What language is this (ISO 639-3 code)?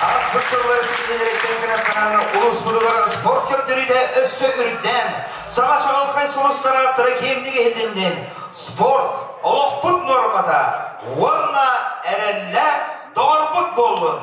sah